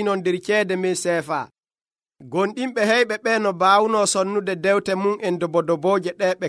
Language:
Nigerian Fulfulde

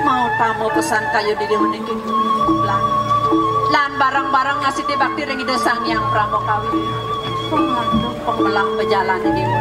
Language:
Balinese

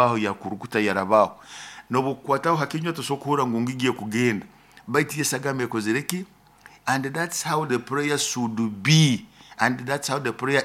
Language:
Nyoro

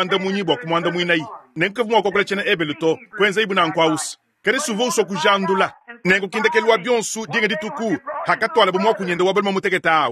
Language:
Luba-Lulua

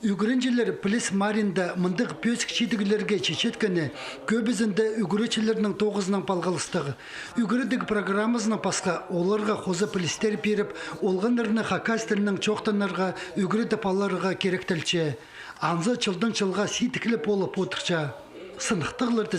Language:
Khakas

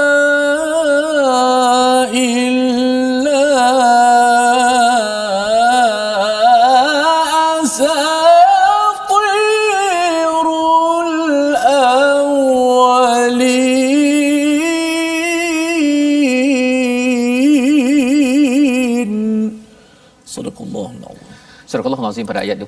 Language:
Malay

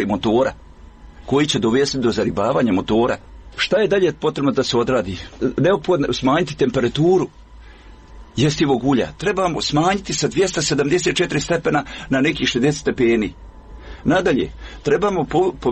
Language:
Bosnian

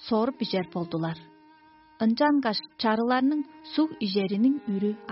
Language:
Tuvinian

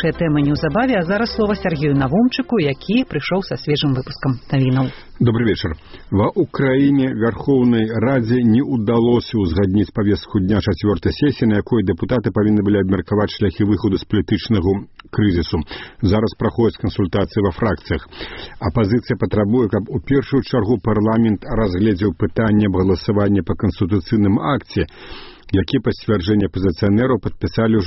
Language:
Belarusian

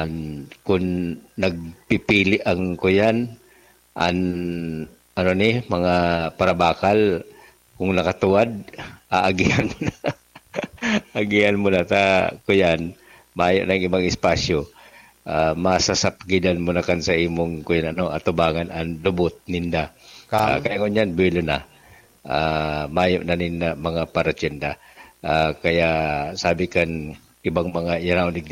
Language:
Bikol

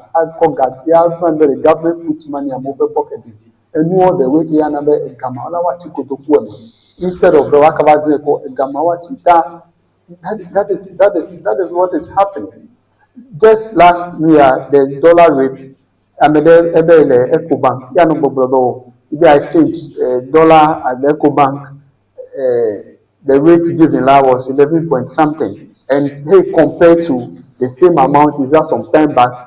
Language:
Ewe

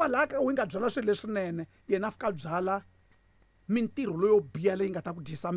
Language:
Tsonga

